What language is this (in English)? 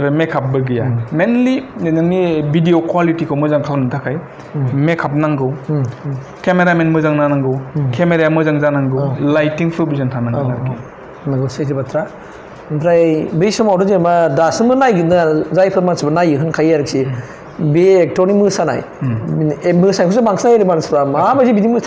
Bodo